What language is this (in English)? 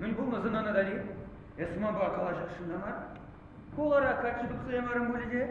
Chuvash